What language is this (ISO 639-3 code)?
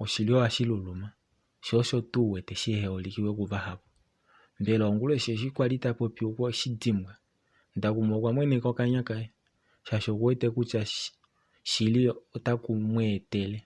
kua